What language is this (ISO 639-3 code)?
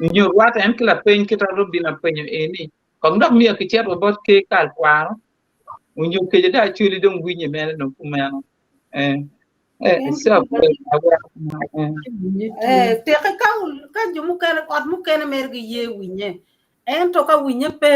ach